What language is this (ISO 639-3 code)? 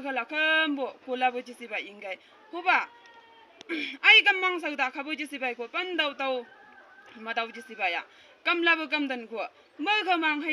nbc